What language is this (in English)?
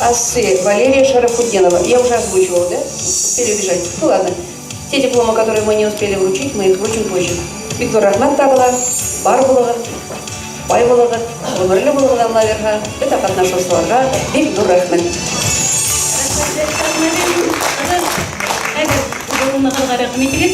Bashkir